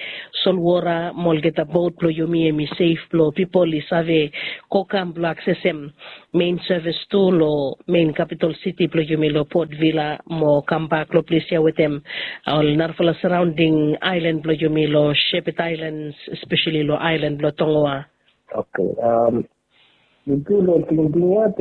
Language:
Bislama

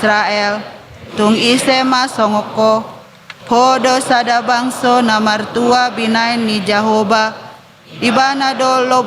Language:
Batak Toba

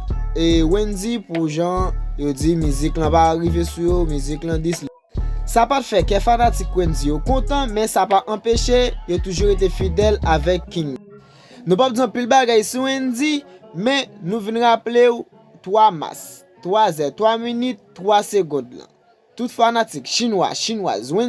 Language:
Haitian Creole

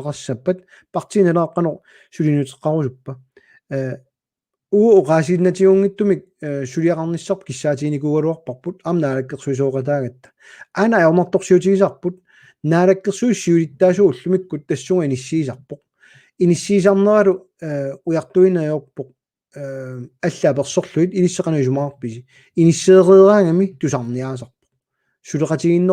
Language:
Kalaallisut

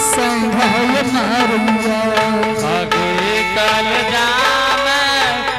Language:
Angika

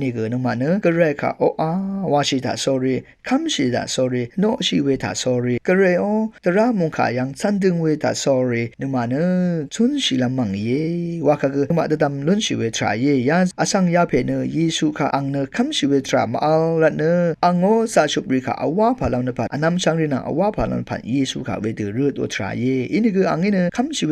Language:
Rawang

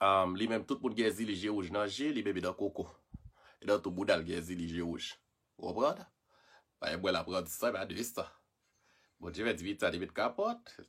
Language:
Haitian Creole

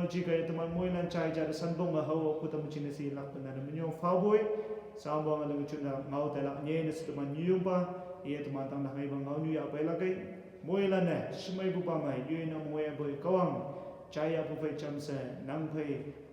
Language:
Konyak Naga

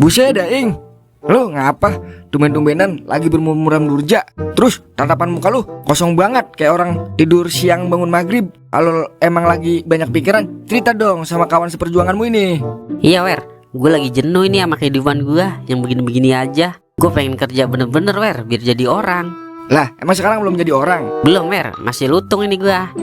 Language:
Betawi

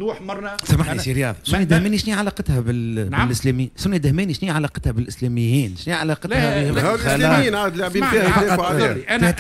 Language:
Tunisian Arabic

